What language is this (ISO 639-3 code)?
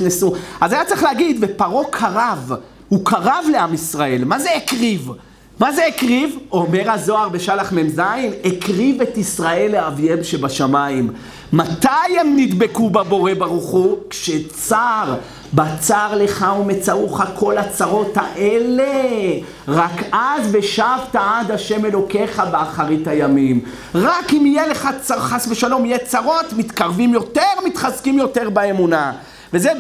heb